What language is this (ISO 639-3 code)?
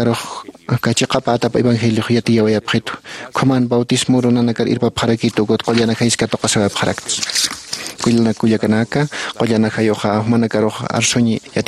aym